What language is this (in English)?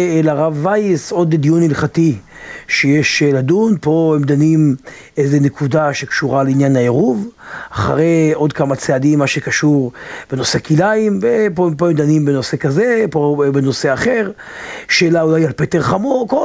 Hebrew